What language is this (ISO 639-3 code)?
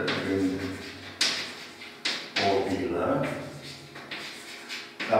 ron